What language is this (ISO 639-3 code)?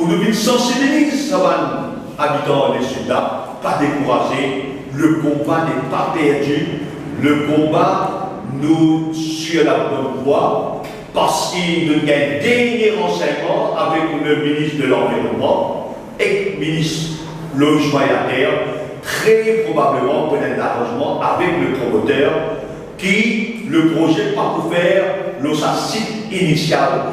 mfe